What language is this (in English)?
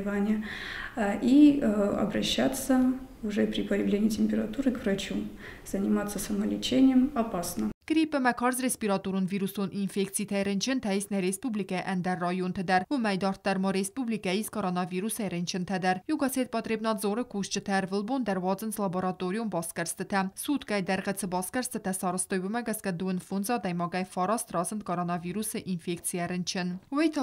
Ossetic